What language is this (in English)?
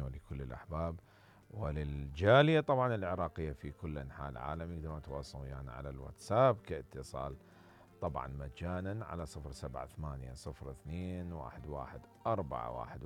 Mesopotamian Arabic